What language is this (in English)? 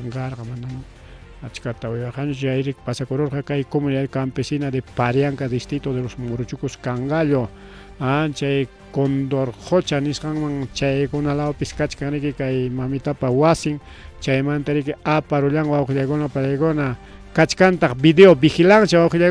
Ayacucho Quechua